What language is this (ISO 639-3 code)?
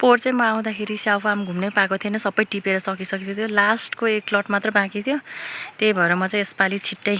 nep